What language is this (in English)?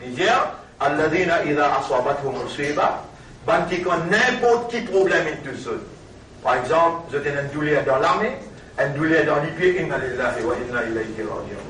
Morisyen